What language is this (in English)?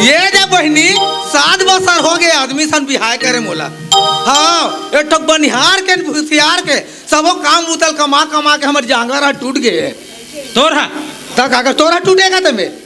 Chhattisgarhi